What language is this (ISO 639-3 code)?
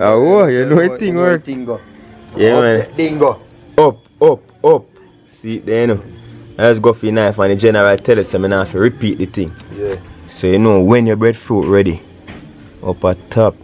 jam